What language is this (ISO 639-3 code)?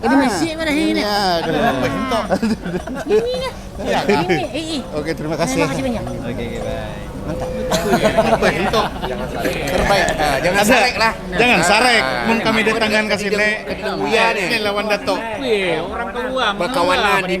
bjn